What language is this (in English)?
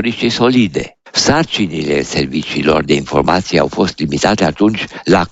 Romanian